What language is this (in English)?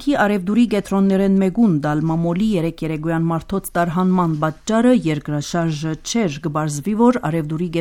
Armenian